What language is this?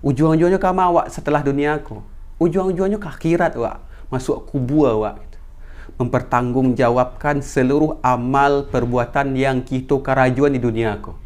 Minangkabau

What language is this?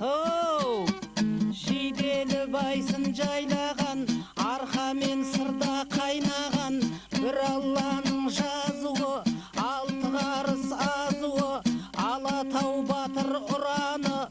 Kara-Kalpak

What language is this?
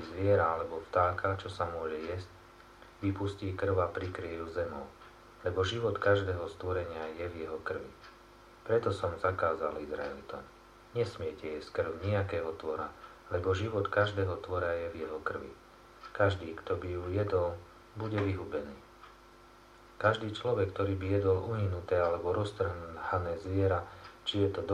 Slovak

